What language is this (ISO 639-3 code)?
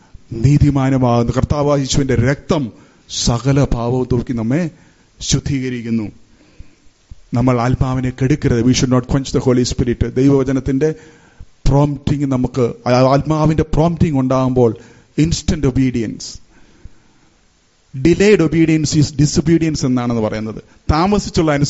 mal